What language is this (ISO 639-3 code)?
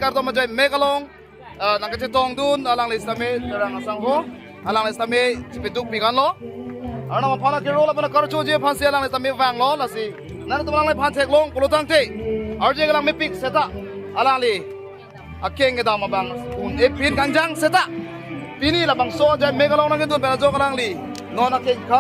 mjw